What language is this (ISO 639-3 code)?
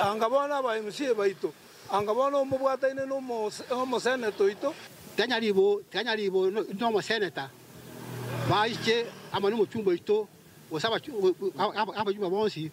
guz